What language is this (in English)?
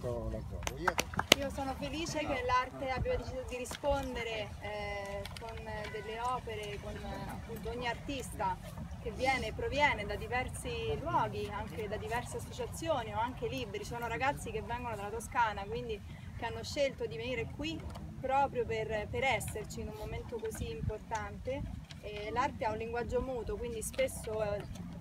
Italian